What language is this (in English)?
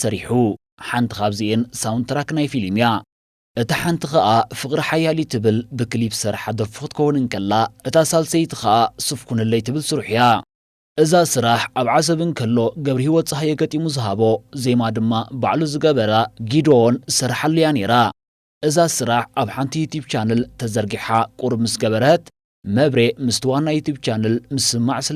Tigrinya